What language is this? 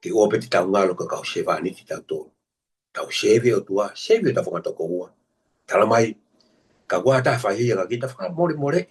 Tongan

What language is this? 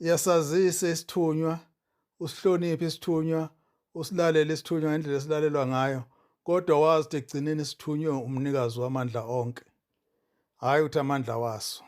Zulu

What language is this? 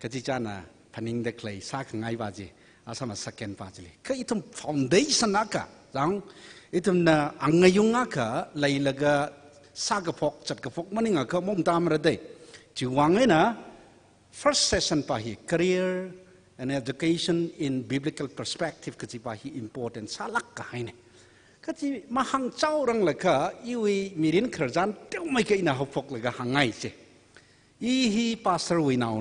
Tangkhul Naga (India)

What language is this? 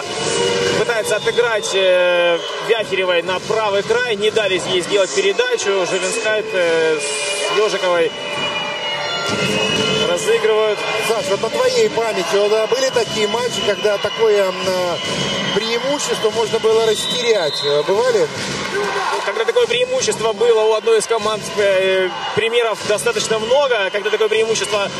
Russian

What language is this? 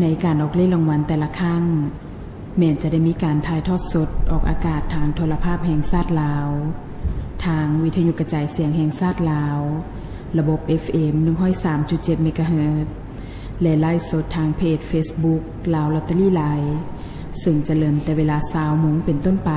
Lao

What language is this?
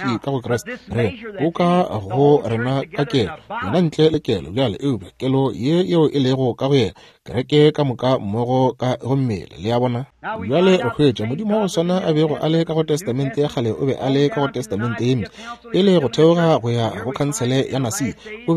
Northern Sotho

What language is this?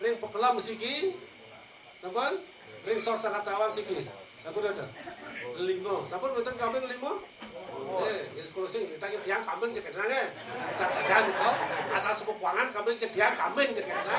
Balinese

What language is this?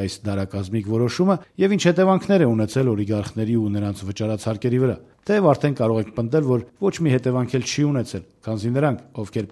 Armenian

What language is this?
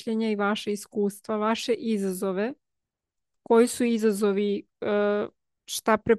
Serbian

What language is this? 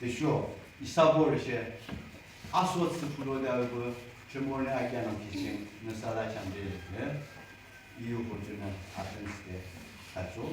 Yimchungru Naga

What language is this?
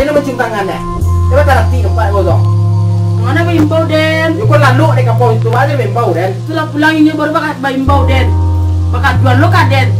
Minangkabau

